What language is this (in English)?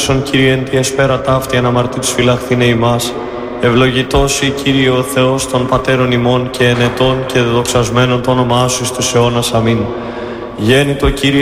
Greek